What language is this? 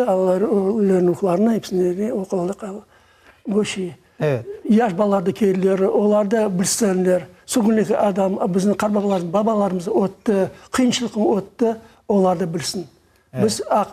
Crimean Tatar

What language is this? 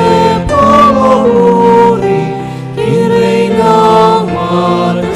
Pampanga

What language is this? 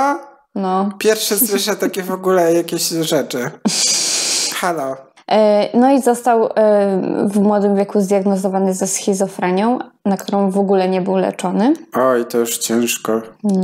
Polish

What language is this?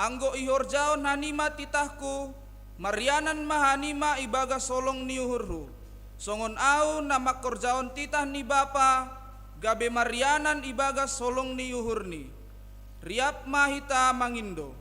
Batak Simalungun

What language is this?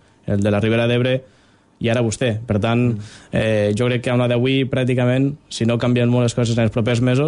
Catalan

